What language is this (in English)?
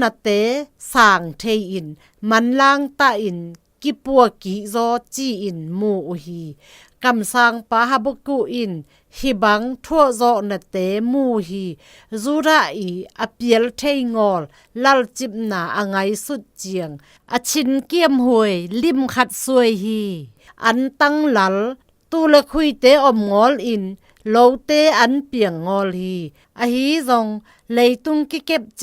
Zou